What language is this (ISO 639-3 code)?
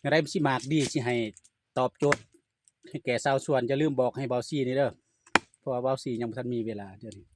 lao